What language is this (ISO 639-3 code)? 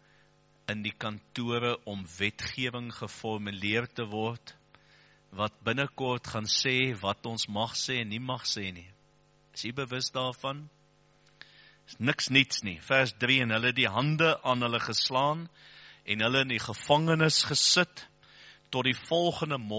afr